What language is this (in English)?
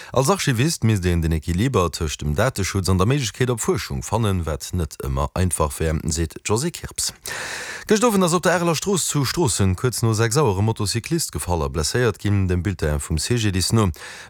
Luxembourgish